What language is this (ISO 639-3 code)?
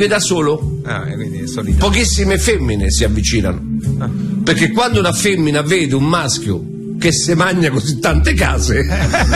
ita